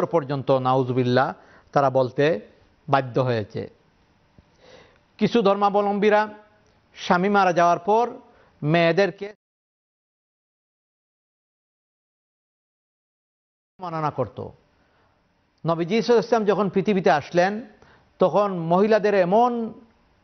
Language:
Bangla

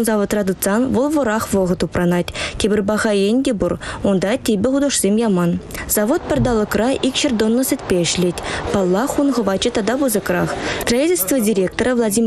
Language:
Chuvash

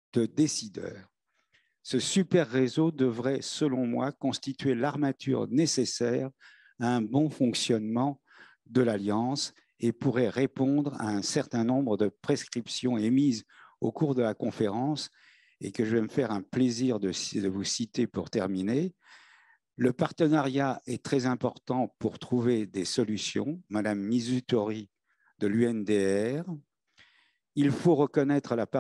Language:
French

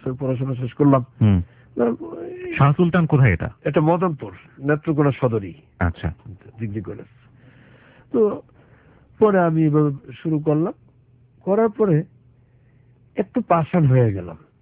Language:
Bangla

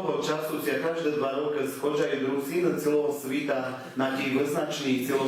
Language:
Rusyn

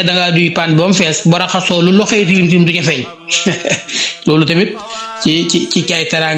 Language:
Wolof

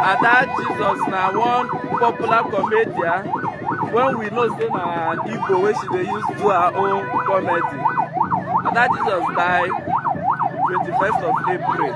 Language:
Nigerian Pidgin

